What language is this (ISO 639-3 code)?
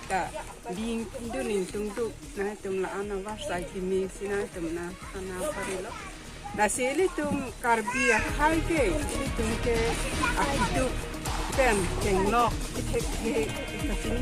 mjw